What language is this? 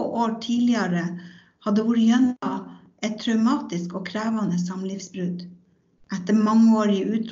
Norwegian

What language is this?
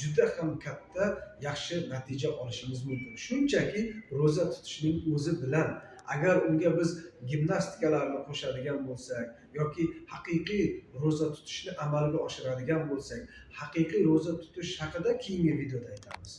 Uzbek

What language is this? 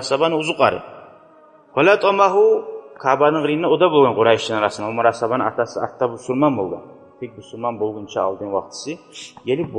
Kumyk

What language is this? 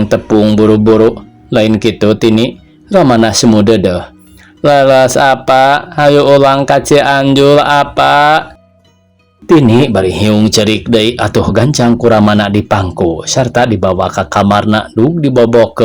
Sundanese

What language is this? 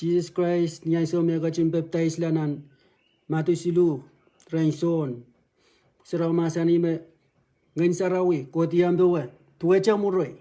Pohnpeian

